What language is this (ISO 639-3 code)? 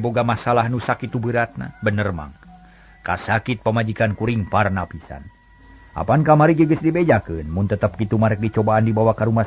sun